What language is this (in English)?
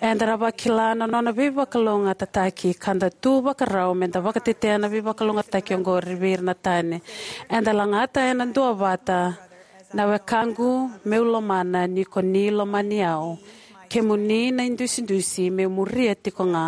Fijian